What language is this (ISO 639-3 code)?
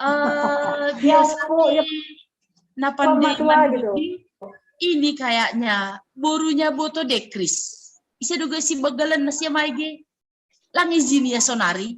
bts